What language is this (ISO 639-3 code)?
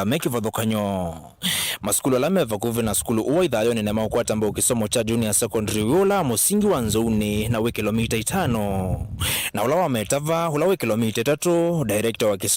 kam